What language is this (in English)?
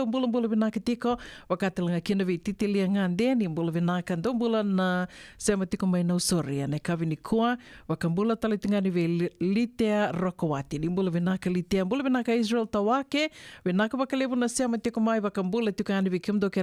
Fijian